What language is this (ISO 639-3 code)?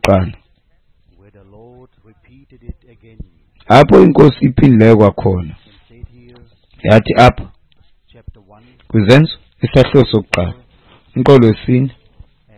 xho